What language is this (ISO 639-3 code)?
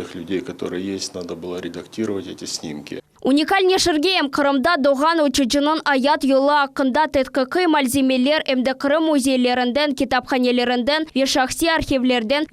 crh